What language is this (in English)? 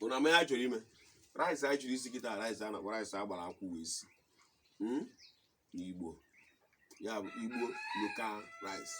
Igbo